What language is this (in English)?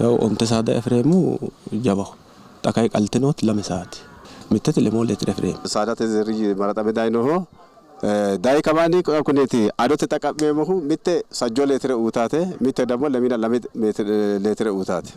Sidamo